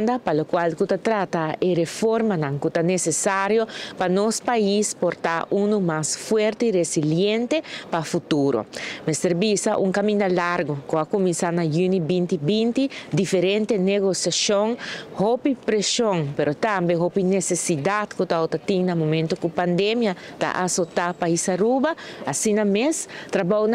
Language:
Papiamento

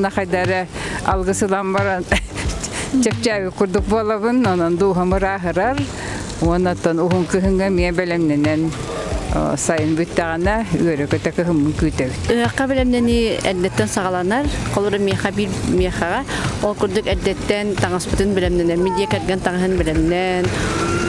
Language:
Yakut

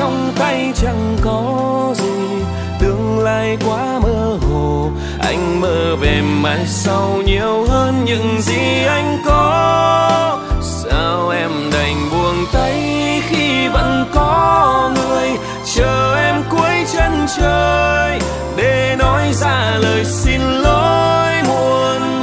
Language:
Vietnamese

